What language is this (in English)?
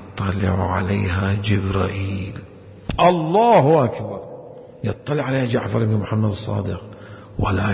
Mesopotamian Arabic